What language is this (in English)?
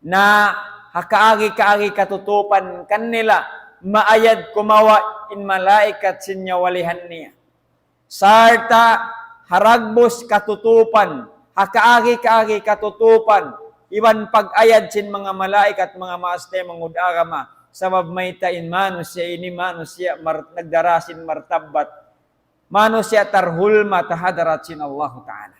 Tausug